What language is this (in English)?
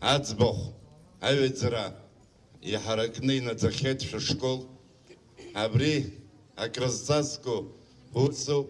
Abkhazian